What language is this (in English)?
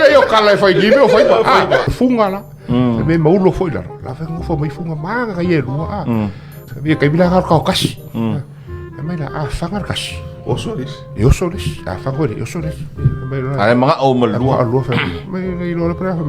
Samoan